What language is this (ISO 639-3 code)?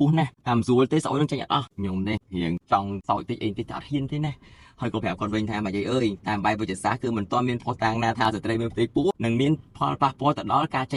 khm